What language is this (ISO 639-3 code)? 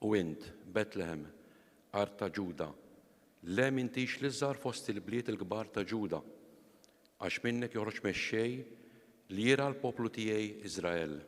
mlt